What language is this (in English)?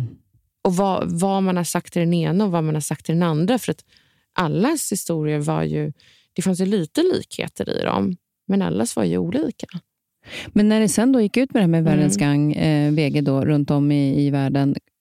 Swedish